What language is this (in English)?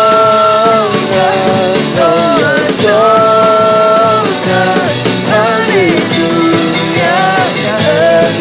Akha